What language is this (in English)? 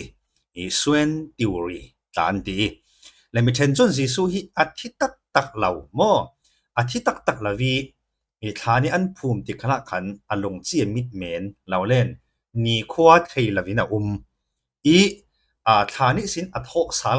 Falam Chin